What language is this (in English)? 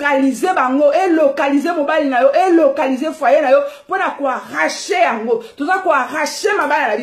Lingala